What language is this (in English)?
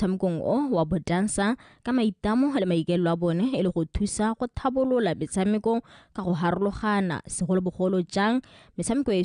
Tswana